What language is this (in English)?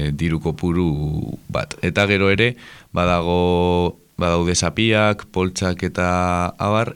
Basque